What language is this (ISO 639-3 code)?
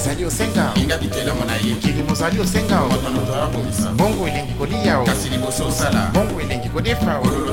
lin